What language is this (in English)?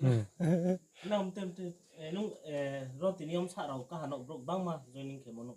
Riang (India)